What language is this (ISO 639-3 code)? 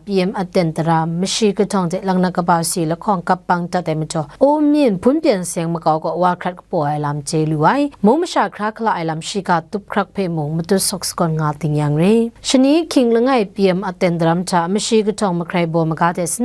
kac